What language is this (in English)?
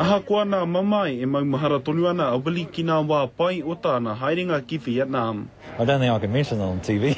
Māori